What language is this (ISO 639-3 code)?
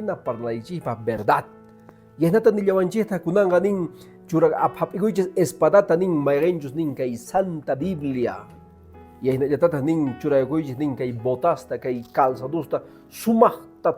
que